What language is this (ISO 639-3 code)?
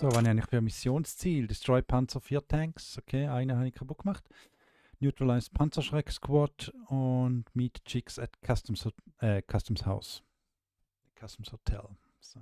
gsw